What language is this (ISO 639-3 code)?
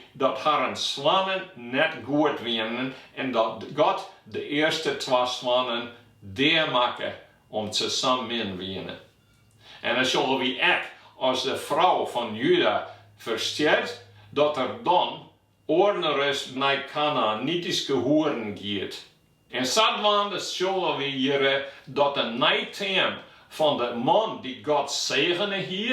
fry